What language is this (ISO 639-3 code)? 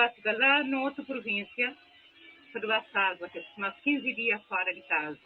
kea